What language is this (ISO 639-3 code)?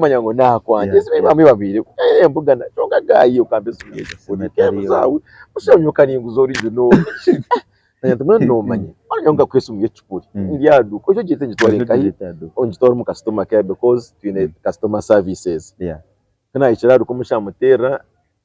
nyn